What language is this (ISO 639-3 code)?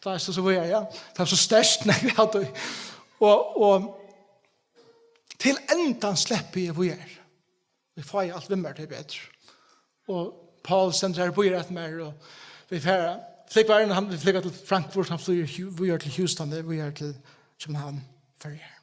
fao